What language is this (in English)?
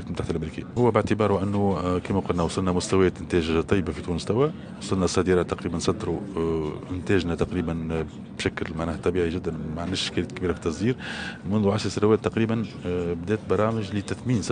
Tunisian Arabic